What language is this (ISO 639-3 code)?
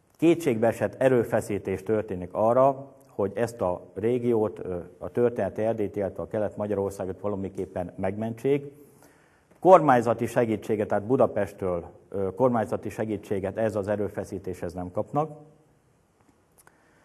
hun